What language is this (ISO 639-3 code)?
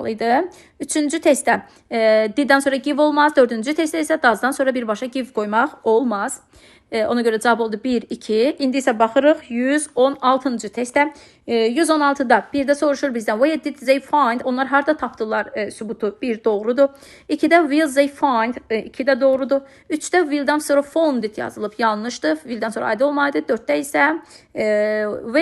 aze